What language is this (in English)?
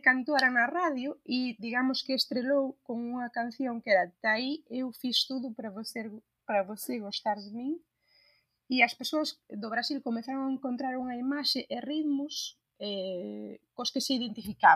Galician